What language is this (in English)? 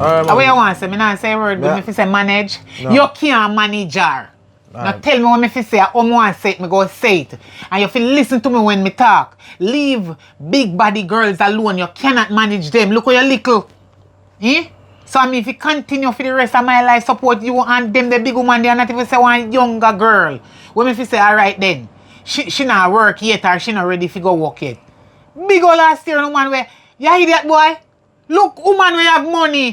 Jamaican Creole English